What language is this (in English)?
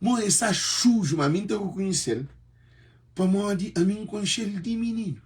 Kabuverdianu